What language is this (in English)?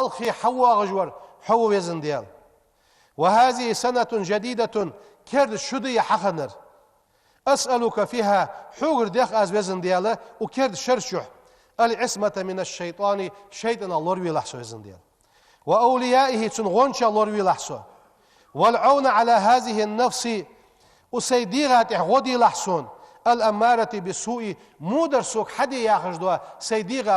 Ingush